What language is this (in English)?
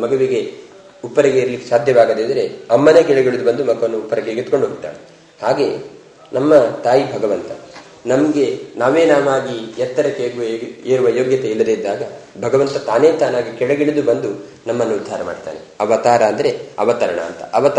Kannada